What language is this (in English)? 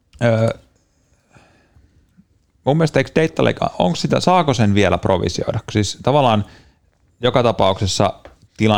Finnish